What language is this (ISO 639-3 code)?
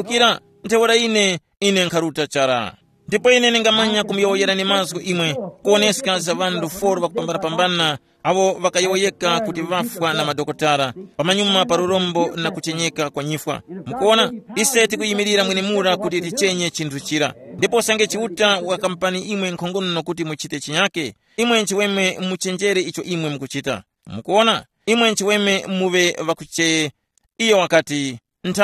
tum